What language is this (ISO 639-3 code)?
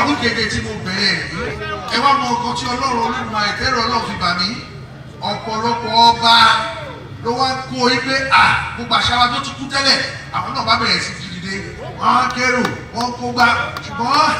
yor